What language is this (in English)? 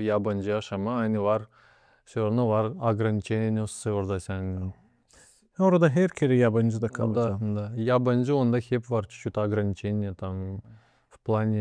Gagauz